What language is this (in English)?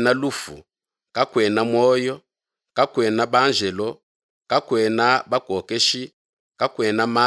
Luba-Lulua